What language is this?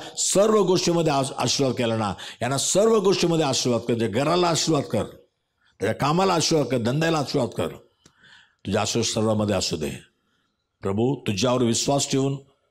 Marathi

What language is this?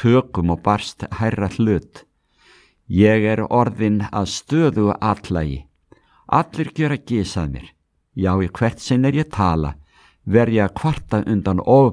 Icelandic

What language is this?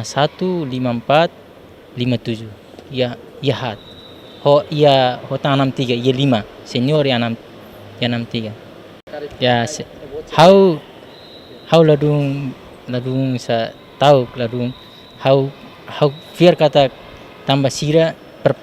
Tetum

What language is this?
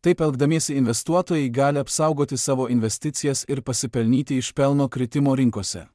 Lithuanian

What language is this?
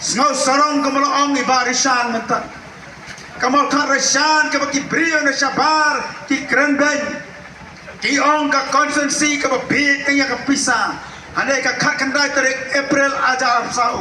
Khasi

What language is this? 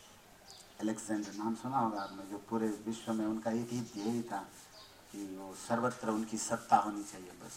Hindi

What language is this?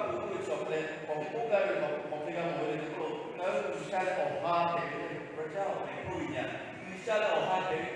Lahu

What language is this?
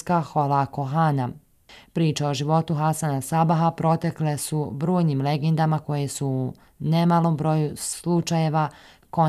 Bosnian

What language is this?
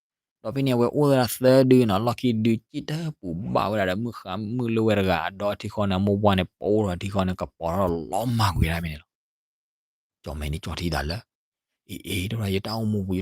S'gaw Karen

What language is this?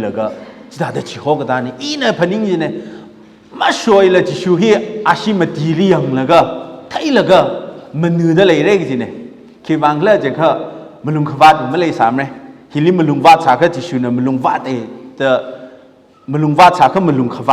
Tangkhul Naga (India)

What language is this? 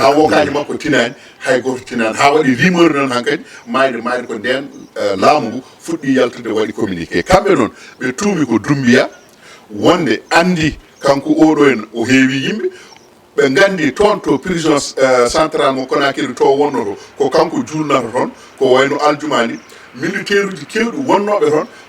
Fula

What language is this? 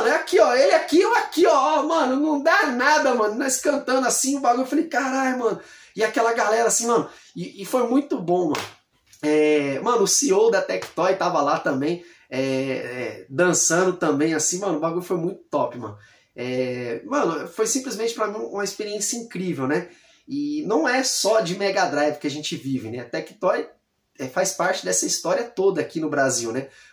Portuguese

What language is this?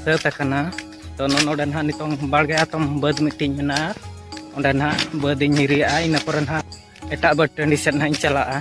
Santali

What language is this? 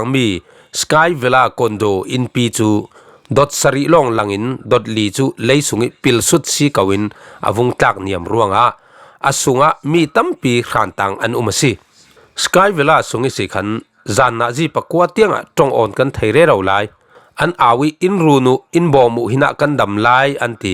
Falam Chin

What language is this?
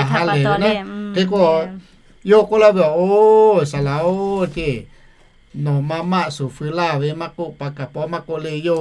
Lahu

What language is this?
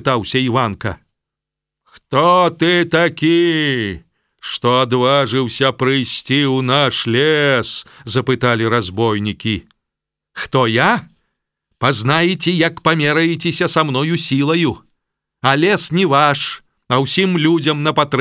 Belarusian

